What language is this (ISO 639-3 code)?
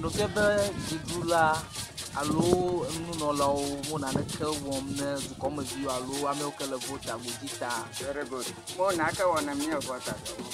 ewe